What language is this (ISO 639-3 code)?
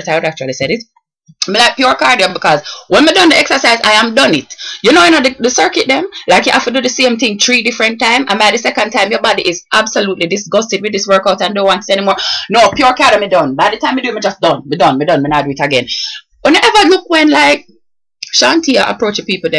jam